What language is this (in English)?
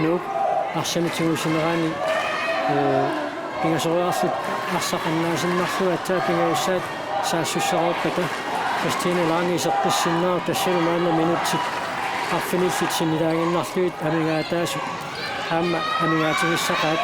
Kalaallisut